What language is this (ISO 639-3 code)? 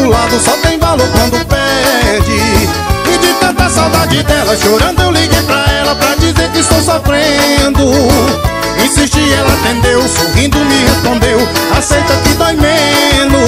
por